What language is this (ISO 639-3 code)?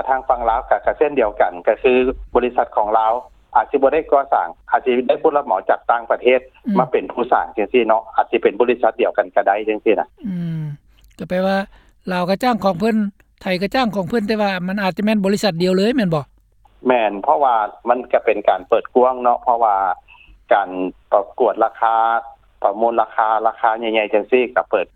lao